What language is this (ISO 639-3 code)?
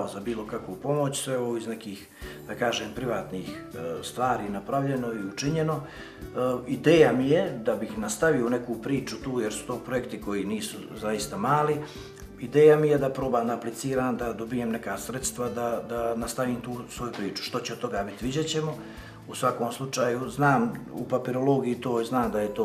bos